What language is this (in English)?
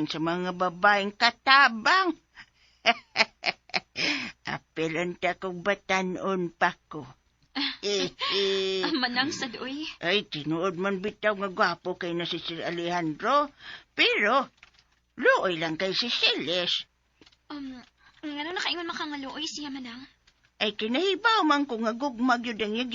Cebuano